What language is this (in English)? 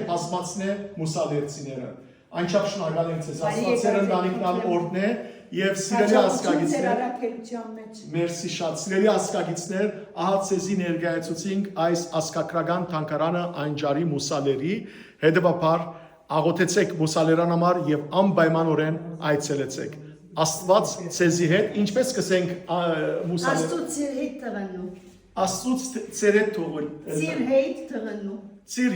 Western Armenian